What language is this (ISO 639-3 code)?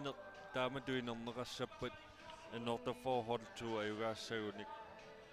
kal